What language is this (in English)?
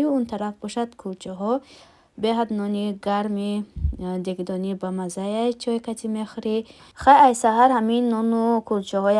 Tajik